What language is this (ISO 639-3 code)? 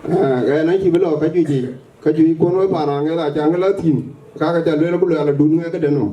din